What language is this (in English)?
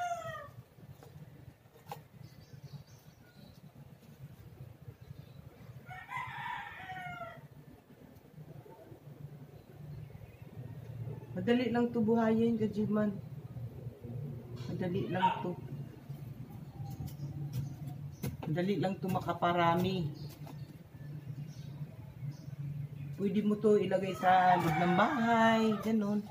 Filipino